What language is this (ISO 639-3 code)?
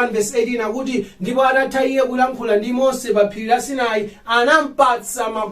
nya